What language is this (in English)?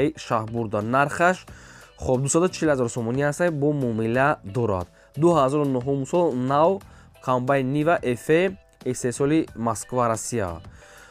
Tajik